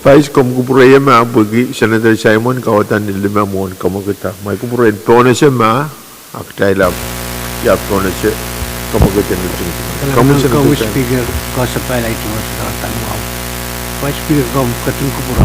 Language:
Pohnpeian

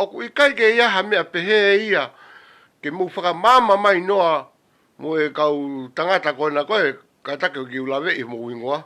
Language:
Tongan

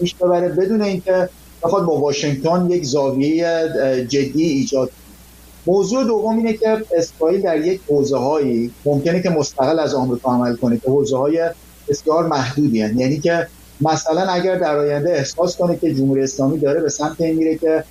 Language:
Persian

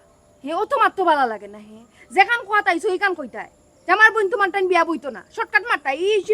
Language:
Sylheti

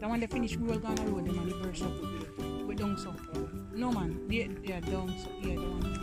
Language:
Jamaican Creole English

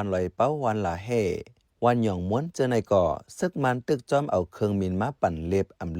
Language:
Shan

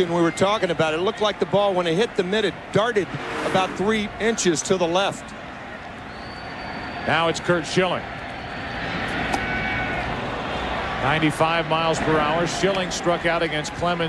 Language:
English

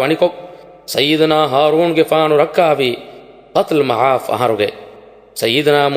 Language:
Divehi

